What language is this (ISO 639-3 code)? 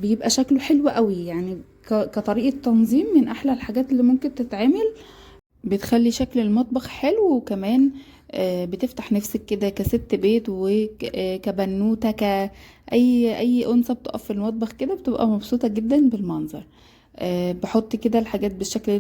arz